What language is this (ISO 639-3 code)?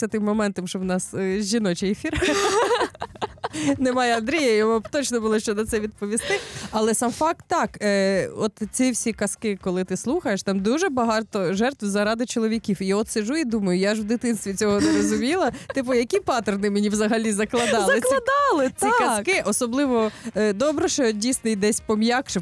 ukr